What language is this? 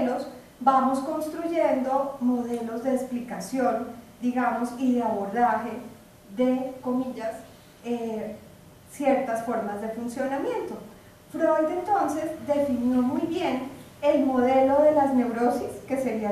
Spanish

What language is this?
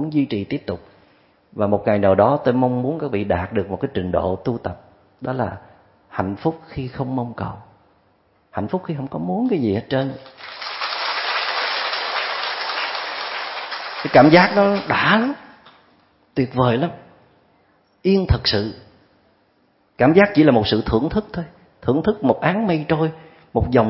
Vietnamese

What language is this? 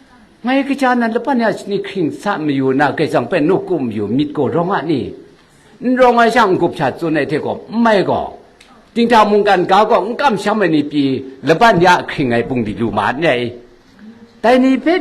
Kachin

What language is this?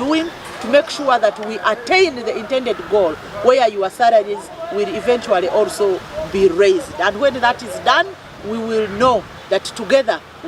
Nyankole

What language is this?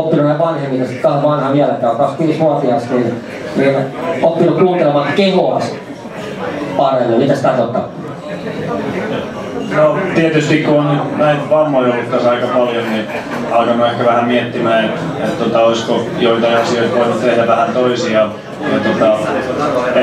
Finnish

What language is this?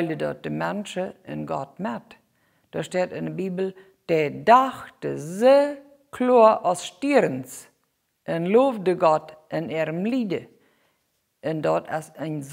Plautdietsch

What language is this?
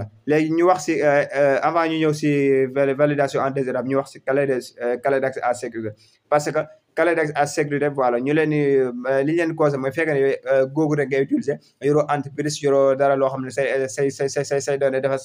Wolof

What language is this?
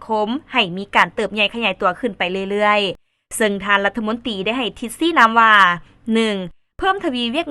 Lao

